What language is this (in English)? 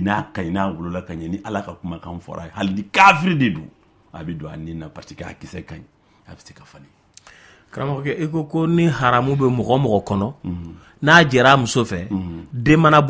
Bambara